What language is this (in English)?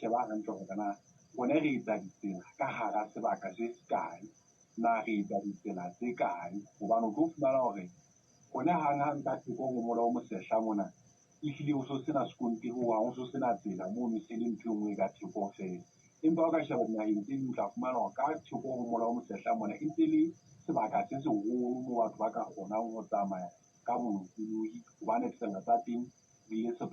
Southern Sotho